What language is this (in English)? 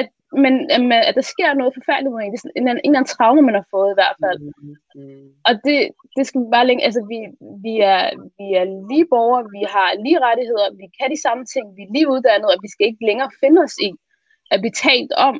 Danish